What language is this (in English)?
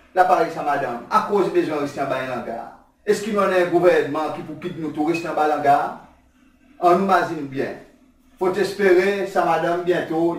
Seselwa Creole French